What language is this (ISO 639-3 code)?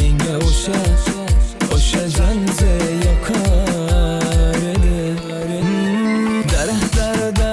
tuk